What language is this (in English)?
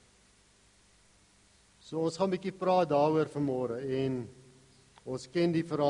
Afrikaans